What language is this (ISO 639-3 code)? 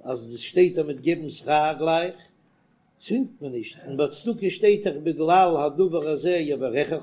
yid